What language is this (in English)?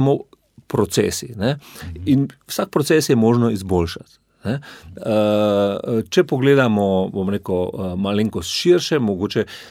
Slovenian